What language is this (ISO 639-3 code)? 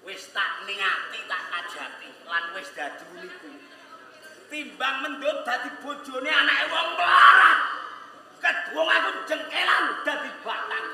jav